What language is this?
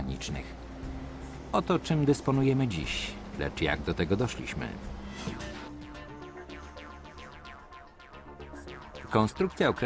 Polish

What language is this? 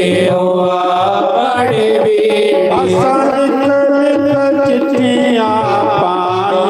Dogri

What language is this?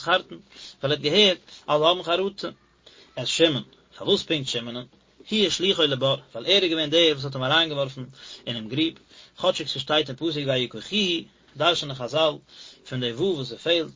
Yiddish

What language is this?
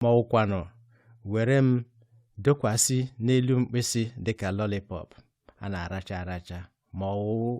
Igbo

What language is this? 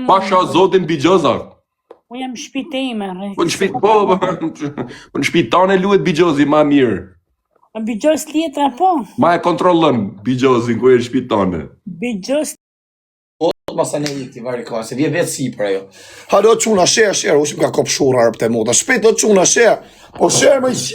Albanian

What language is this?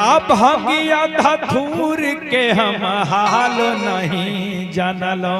Magahi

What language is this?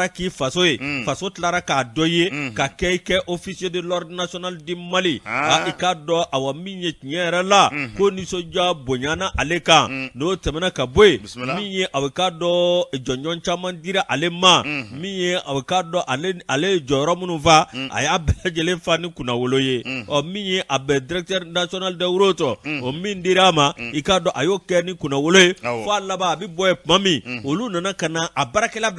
Bambara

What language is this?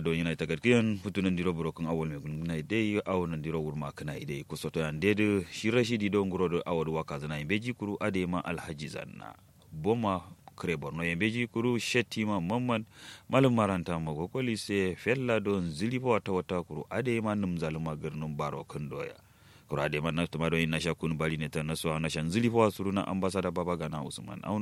Kanuri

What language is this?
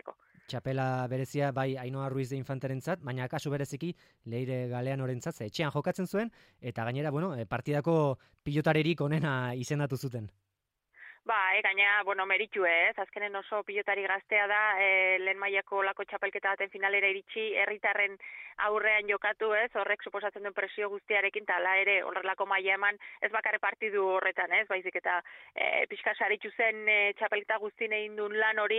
Basque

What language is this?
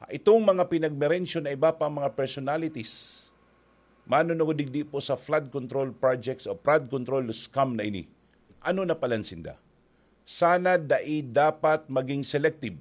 Bikol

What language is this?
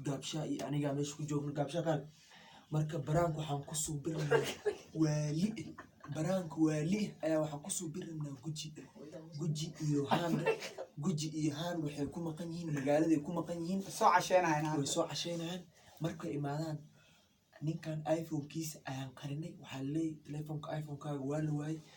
Somali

